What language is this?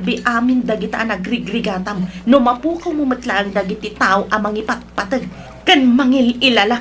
Iloko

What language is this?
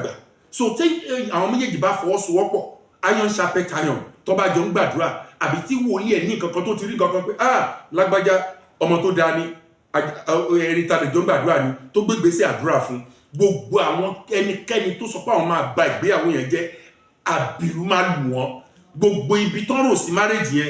Yoruba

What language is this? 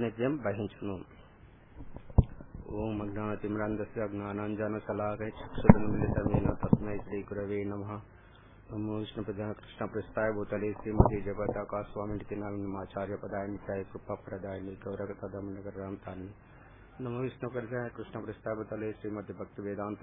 Telugu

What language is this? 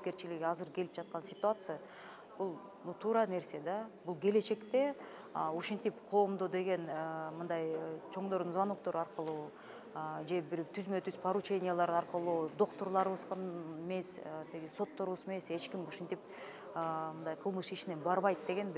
Kyrgyz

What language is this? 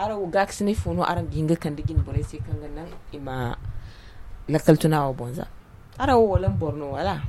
Zarma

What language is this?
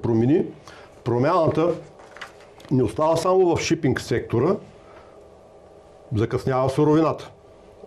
Bulgarian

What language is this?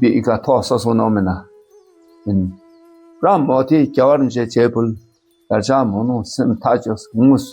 Dakpakha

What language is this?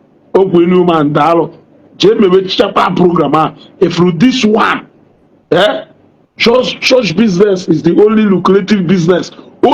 Igbo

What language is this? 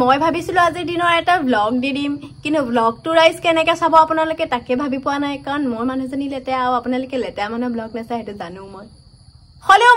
Assamese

